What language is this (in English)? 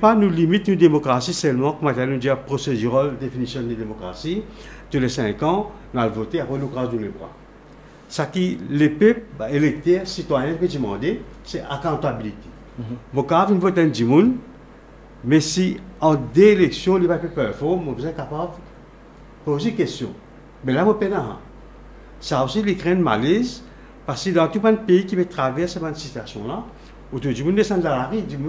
Morisyen